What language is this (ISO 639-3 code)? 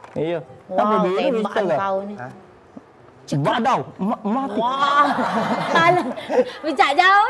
mui